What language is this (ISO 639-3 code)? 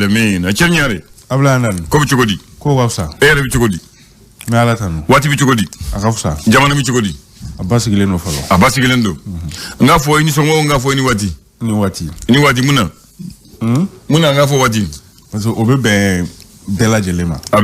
bam